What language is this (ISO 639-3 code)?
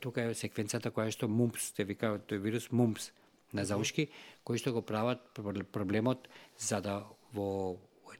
mkd